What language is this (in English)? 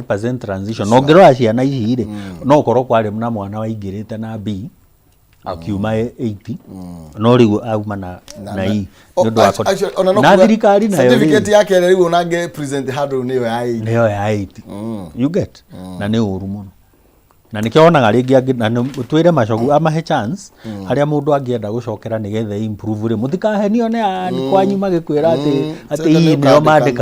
Kikuyu